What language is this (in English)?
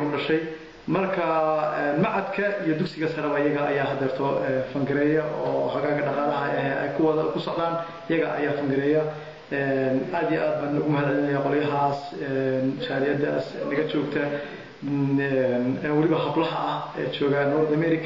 Somali